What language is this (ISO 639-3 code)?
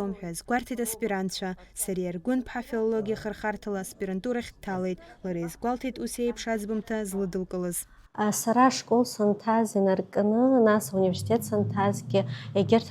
abk